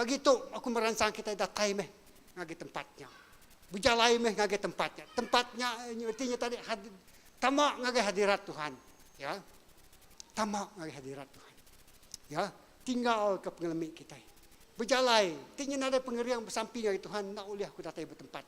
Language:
Iban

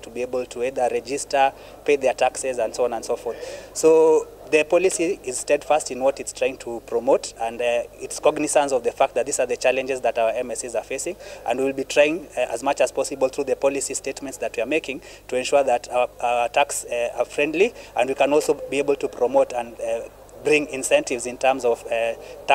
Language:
Meru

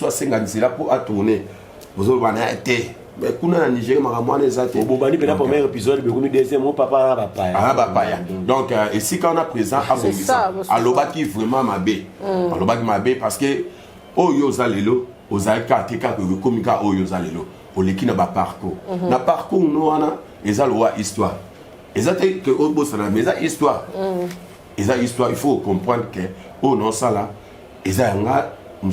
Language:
Lingala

